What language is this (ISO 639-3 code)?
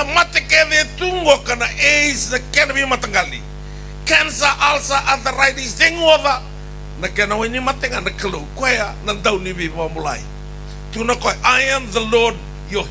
fij